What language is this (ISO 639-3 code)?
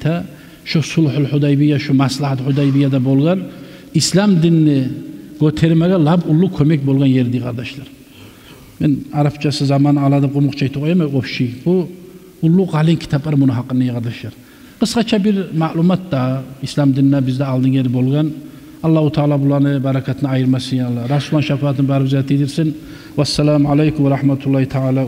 kum